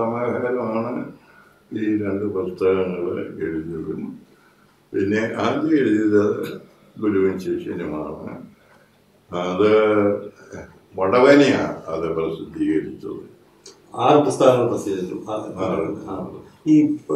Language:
Malayalam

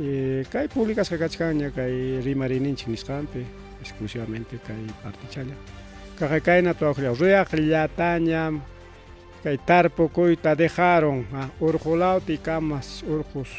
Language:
Ayacucho Quechua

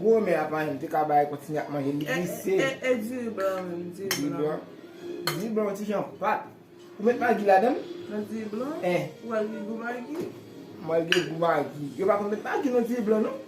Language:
Haitian Creole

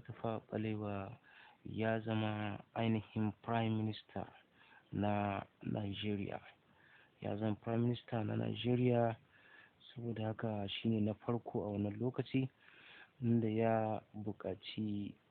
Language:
Hausa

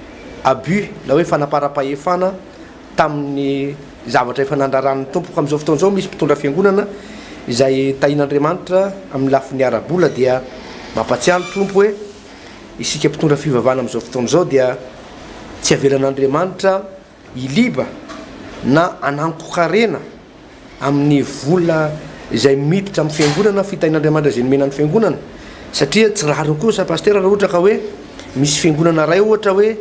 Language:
Malagasy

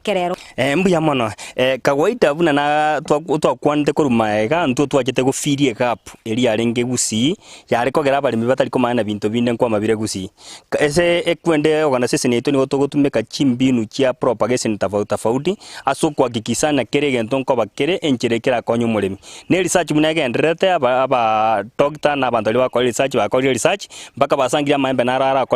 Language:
Gusii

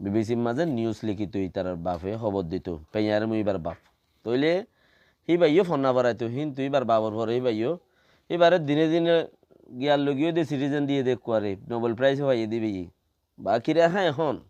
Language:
Rohingya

